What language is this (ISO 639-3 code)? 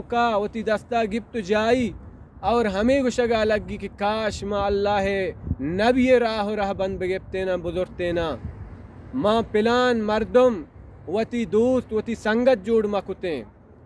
bal